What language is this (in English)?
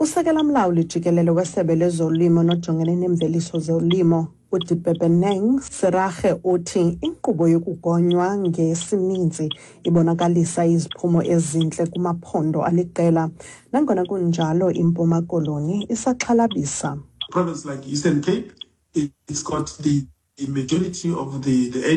Xhosa